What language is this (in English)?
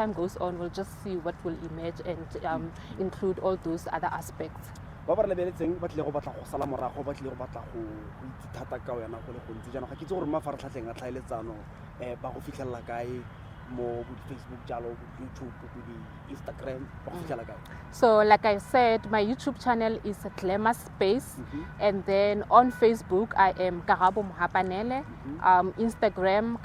Tswana